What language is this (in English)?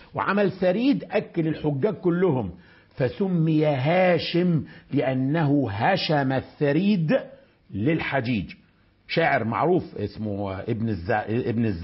Arabic